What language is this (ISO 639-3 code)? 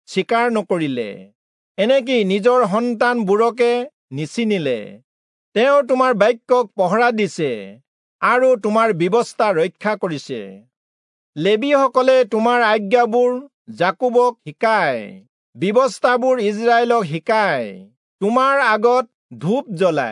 asm